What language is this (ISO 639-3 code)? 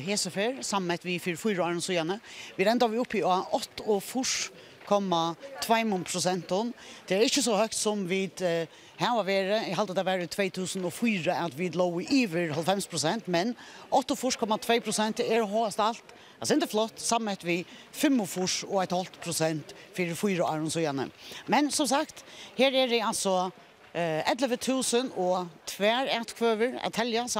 fao